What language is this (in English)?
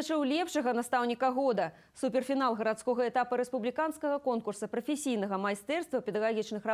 Belarusian